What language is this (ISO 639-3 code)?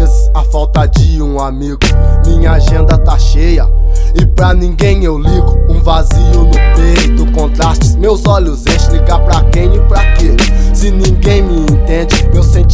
por